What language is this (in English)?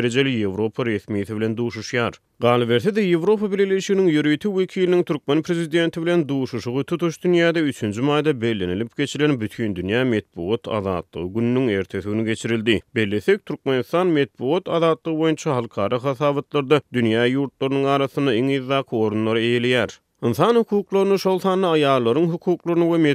Turkmen